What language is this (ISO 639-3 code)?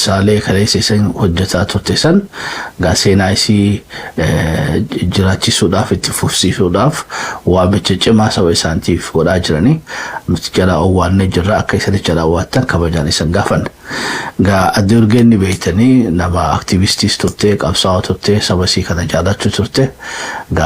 orm